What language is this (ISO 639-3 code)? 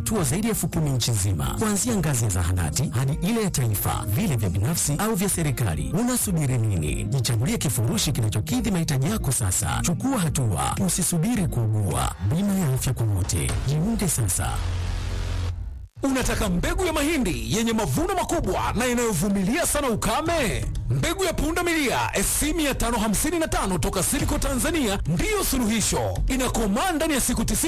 swa